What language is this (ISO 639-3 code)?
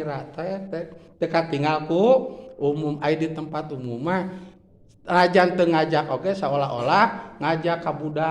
sun